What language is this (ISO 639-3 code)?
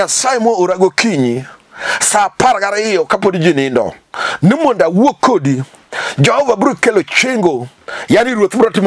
luo